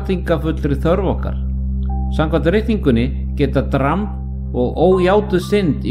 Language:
Icelandic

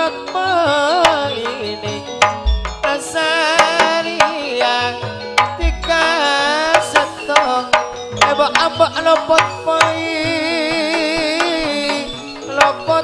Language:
Madurese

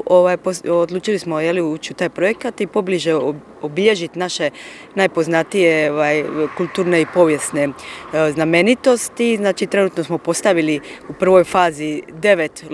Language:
Croatian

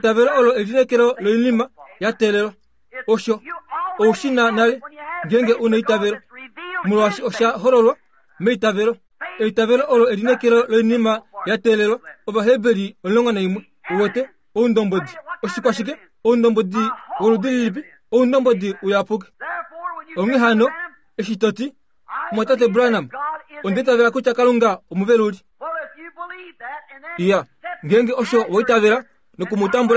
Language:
Kuanyama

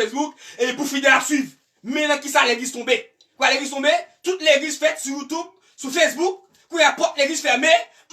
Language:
Haitian Creole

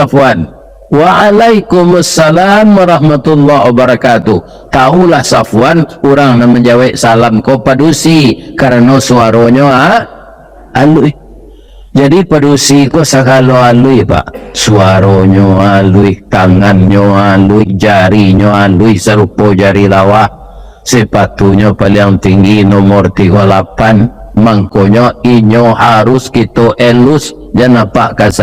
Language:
Minangkabau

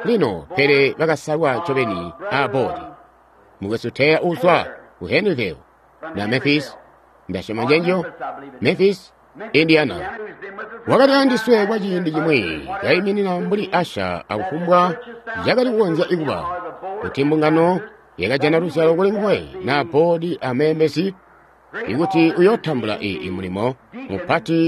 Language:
Tonga (Zambia)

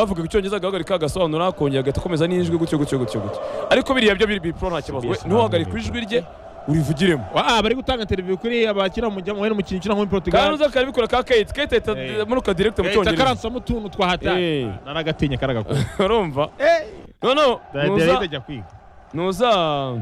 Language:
Kinyarwanda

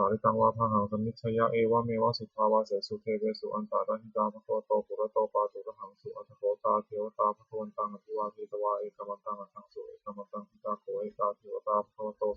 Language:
Pali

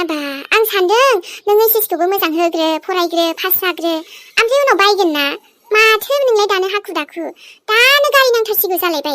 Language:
Bodo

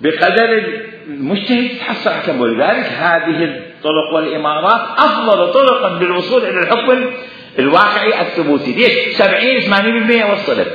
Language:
Mesopotamian Arabic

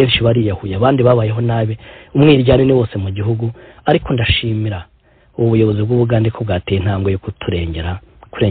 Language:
Kinyarwanda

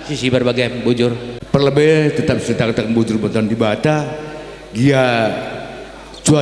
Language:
Batak Karo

